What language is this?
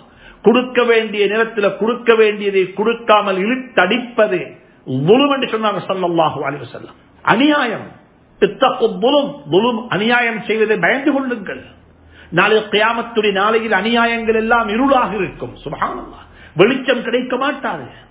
Tamil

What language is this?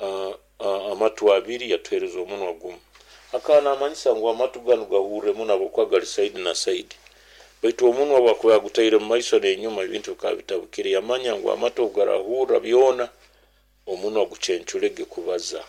Nyoro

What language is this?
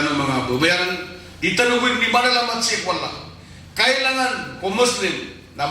Maranao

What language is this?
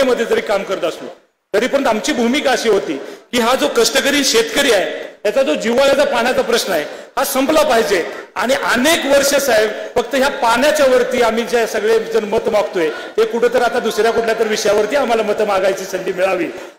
Marathi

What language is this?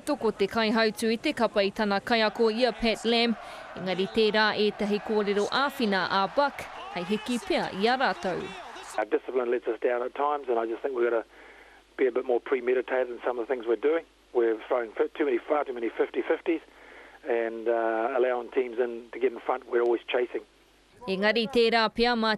Māori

